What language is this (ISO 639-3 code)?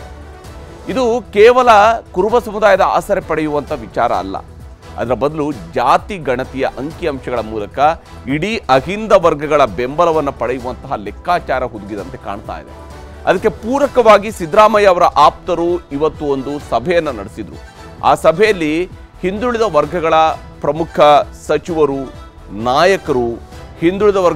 kan